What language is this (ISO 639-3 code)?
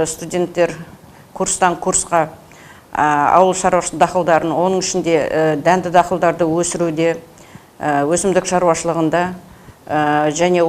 kaz